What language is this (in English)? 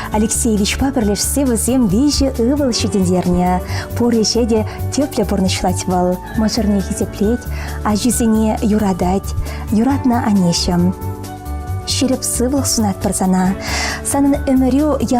Chuvash